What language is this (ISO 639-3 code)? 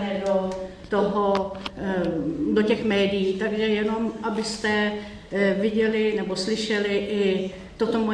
ces